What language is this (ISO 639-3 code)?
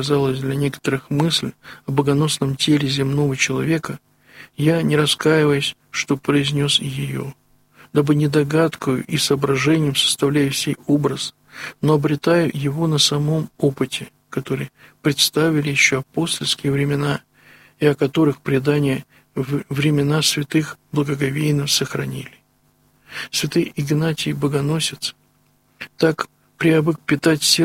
rus